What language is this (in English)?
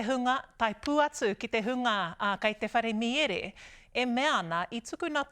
Māori